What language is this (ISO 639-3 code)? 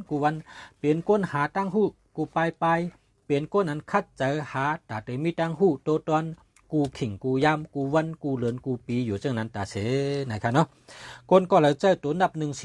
shn